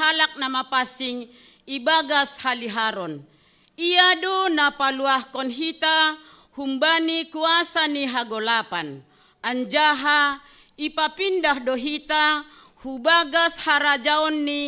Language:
Batak Simalungun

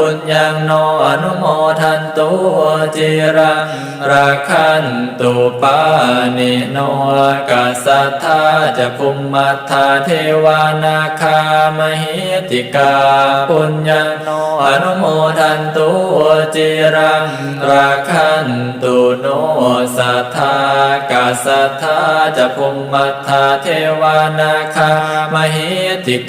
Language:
Pali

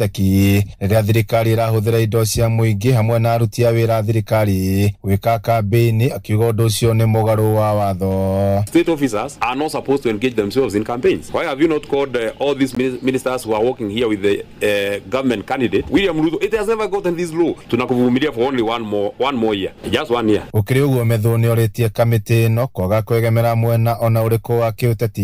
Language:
Kikuyu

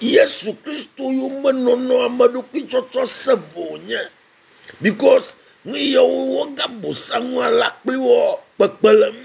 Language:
Ewe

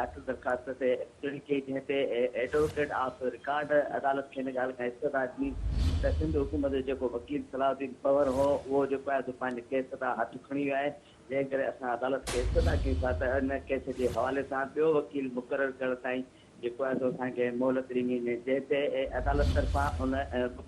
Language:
Sindhi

